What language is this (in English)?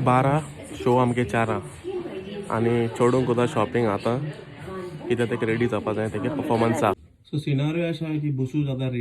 Konkani